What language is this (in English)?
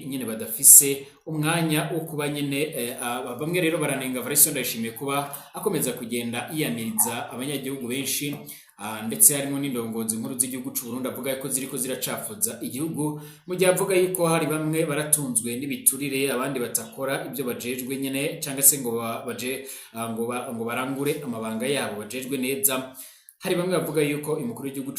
Rundi